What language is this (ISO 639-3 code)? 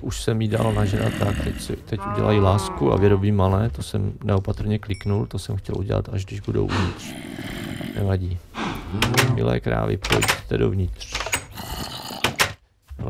ces